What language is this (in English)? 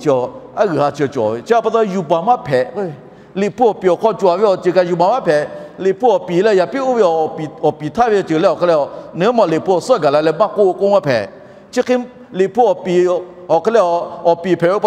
Lahu